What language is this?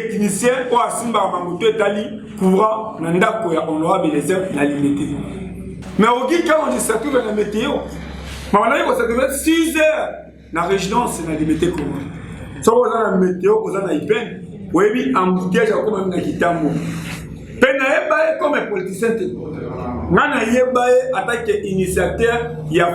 Lingala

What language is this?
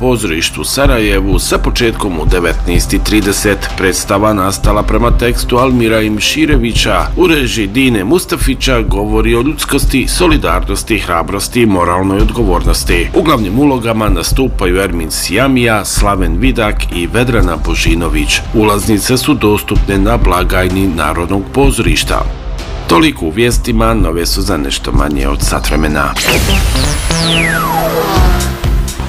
Bosnian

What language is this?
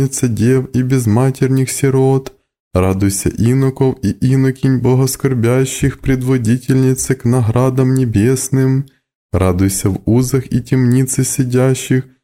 Russian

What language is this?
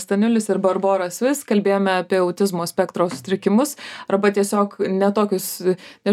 Lithuanian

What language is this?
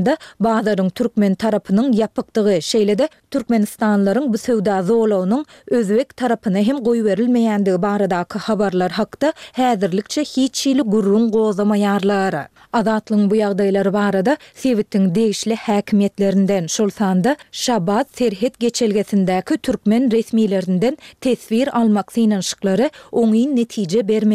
Turkmen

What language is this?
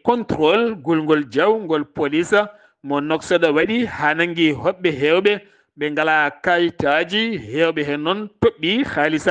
Fula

